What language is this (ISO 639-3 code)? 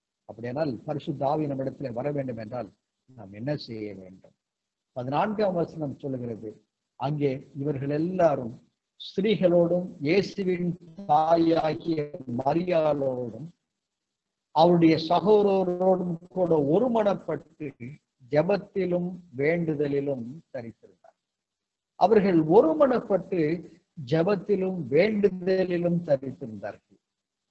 tam